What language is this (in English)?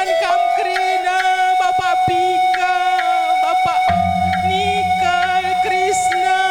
Batak Karo